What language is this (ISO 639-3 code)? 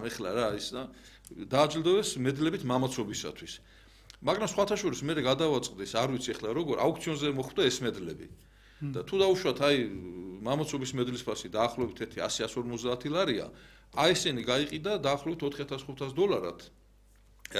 kat